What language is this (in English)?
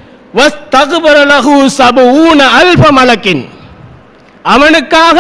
Tamil